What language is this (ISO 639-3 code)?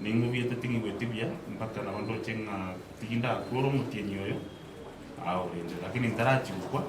guz